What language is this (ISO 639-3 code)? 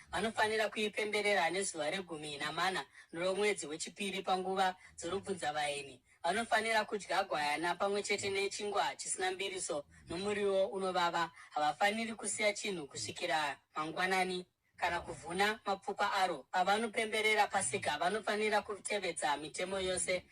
sna